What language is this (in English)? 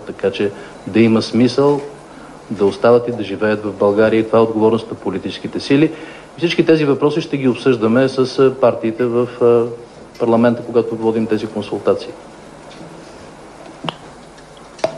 Bulgarian